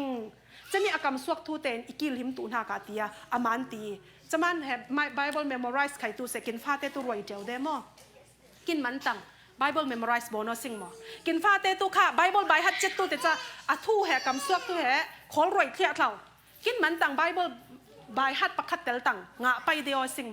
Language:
Falam Chin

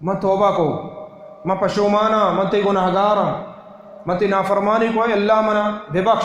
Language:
Baluchi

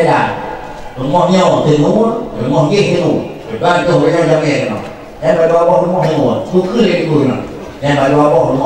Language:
Achinese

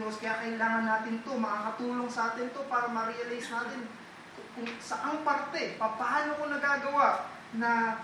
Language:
Filipino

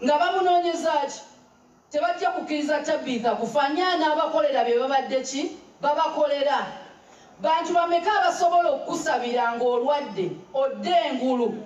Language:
Ganda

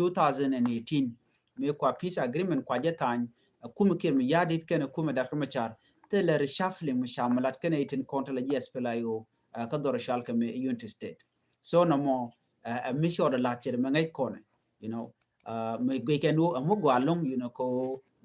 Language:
Nuer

